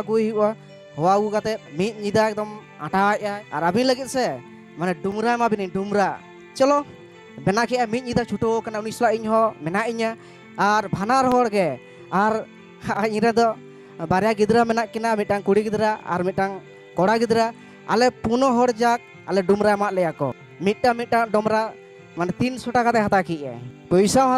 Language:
Santali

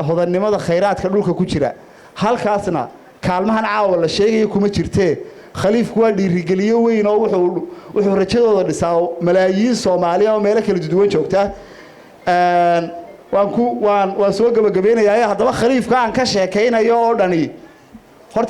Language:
Somali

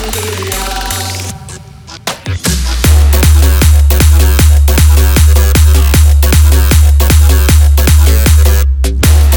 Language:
Bhojpuri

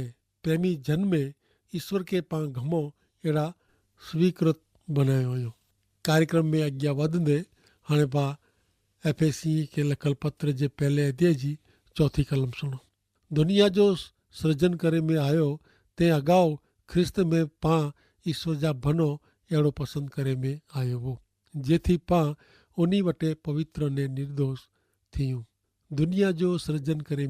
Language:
Kachhi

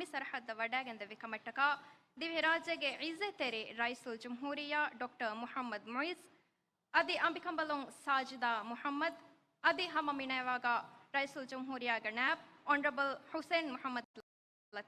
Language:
Divehi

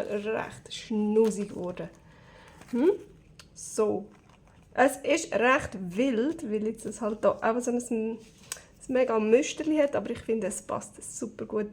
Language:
Swiss German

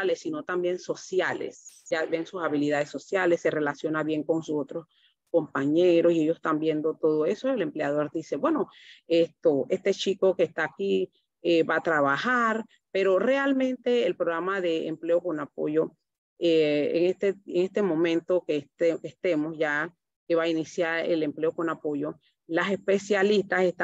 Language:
Spanish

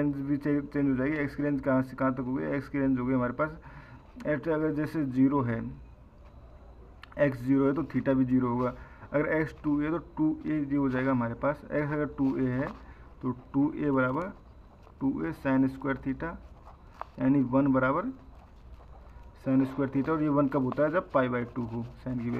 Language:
Hindi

